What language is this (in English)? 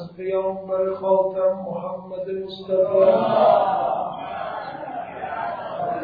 Persian